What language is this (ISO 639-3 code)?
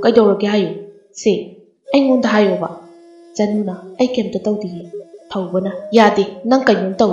mni